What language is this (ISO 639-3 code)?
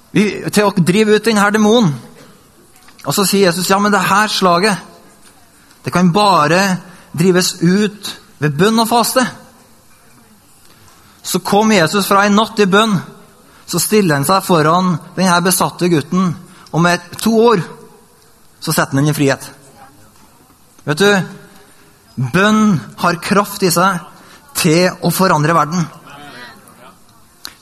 nor